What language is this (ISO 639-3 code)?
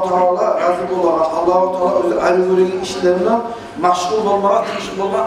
kum